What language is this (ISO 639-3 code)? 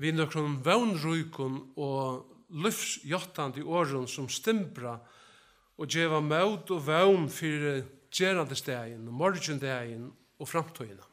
fao